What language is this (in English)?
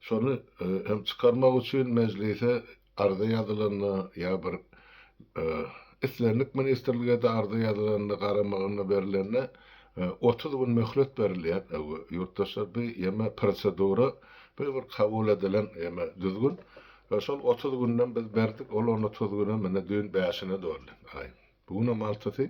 Turkmen